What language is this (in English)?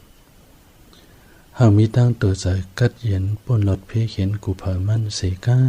Shan